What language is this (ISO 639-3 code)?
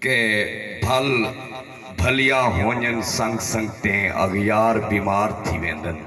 skr